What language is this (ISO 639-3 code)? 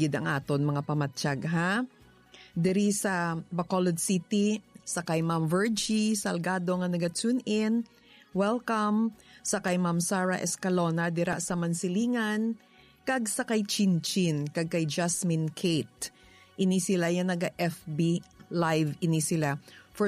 hil